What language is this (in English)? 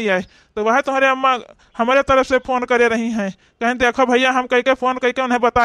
Awadhi